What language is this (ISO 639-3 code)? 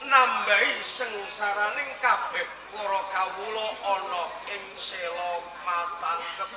jav